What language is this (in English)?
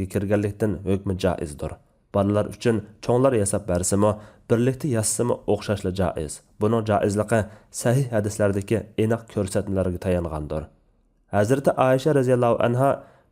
Uyghur